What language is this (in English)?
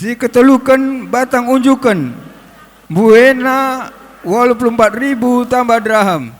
Batak Karo